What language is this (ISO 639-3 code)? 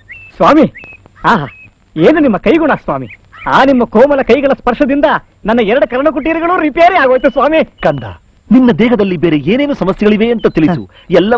kan